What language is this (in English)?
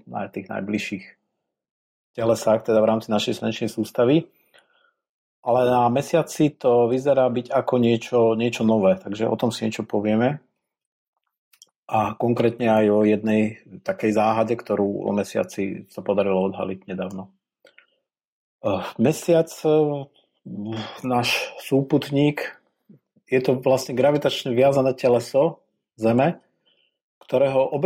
Slovak